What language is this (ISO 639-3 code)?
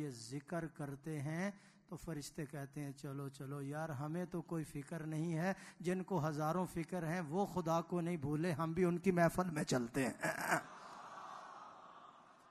urd